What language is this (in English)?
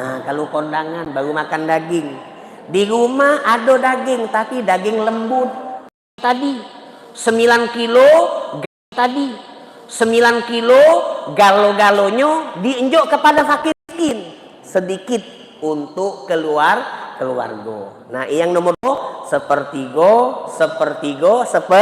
Musi